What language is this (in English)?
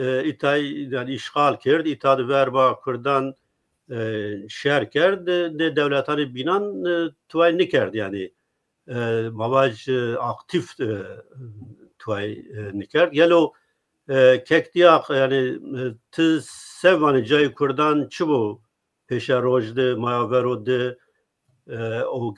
Zaza